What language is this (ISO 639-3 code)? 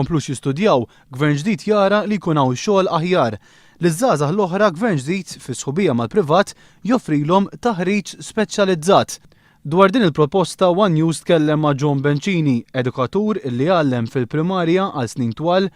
mlt